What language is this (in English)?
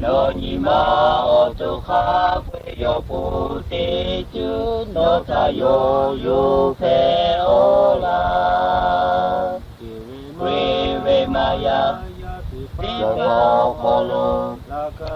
Lahu